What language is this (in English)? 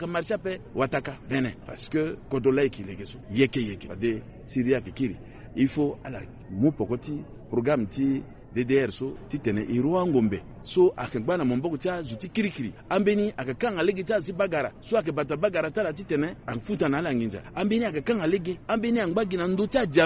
Sango